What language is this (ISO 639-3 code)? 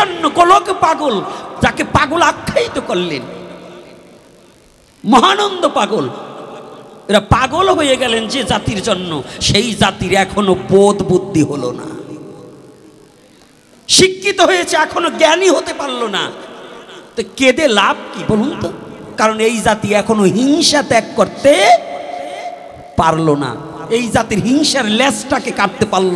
ben